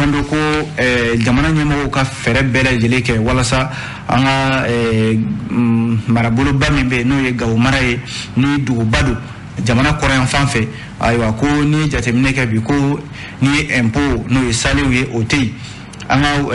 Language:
Bambara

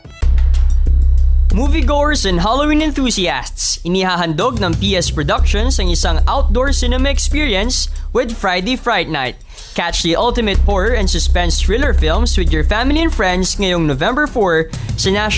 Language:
Filipino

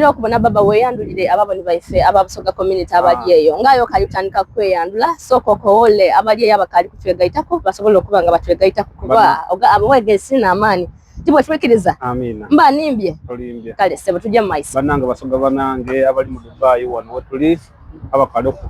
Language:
Soga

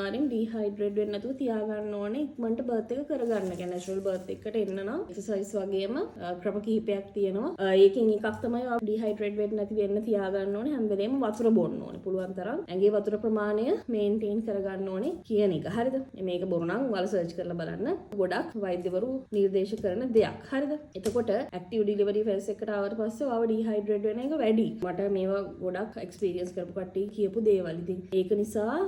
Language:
Sinhala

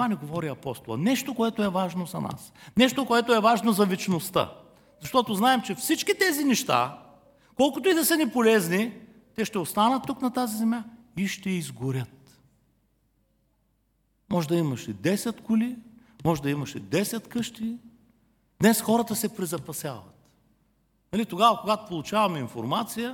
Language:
Bulgarian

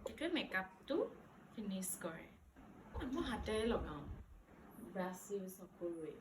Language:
Assamese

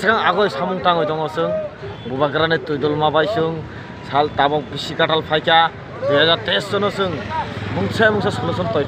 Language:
Kok Borok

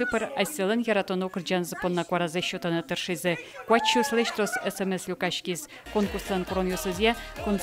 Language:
Udmurt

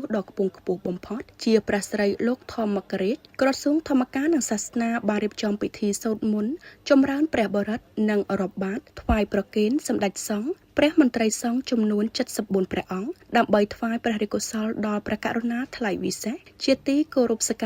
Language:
Khmer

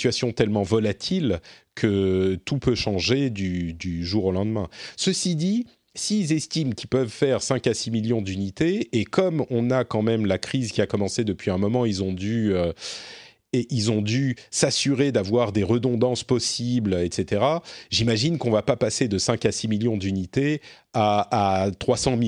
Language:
French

